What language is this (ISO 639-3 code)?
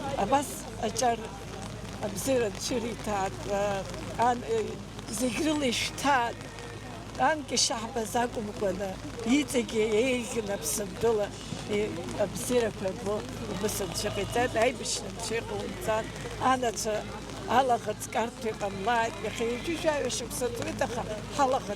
abk